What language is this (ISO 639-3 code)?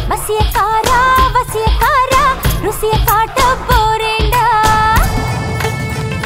tam